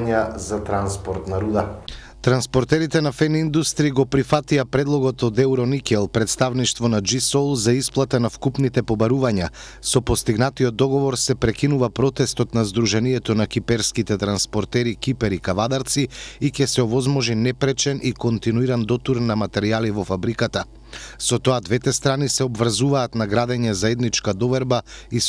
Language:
Macedonian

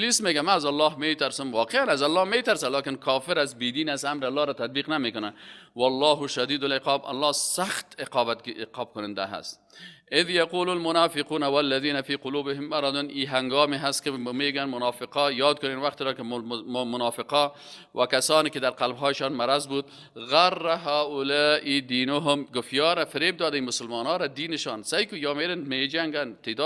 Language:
Persian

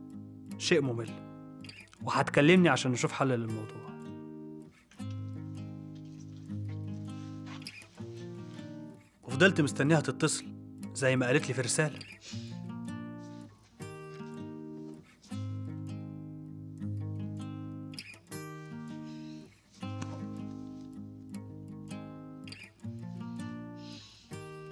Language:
Egyptian Arabic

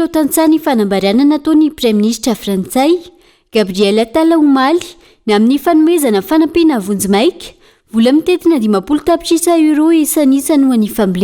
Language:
Malagasy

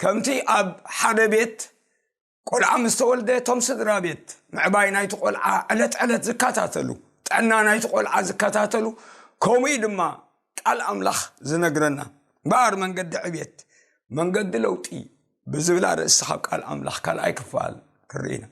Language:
Tigrinya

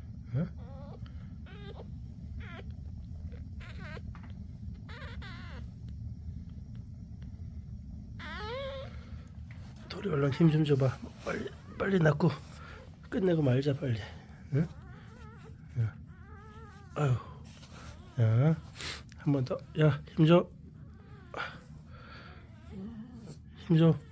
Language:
Korean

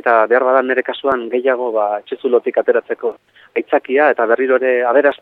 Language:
Basque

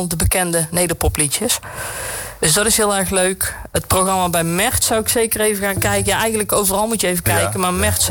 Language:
Dutch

